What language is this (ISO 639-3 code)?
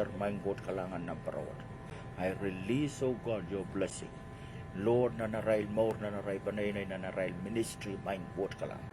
pon